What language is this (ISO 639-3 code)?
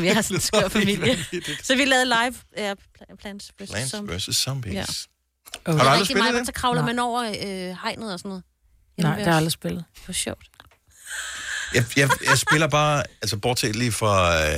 dan